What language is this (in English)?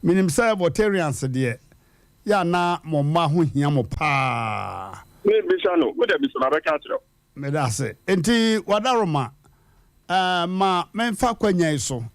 Akan